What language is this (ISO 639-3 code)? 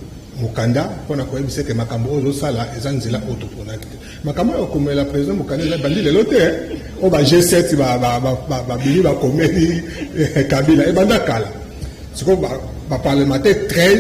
lin